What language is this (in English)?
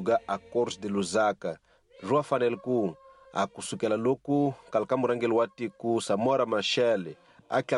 Tsonga